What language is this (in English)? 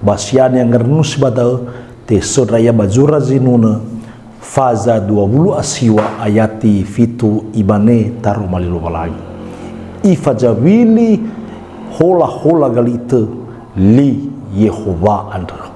Nias